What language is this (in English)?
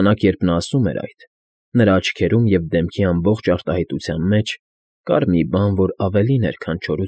Armenian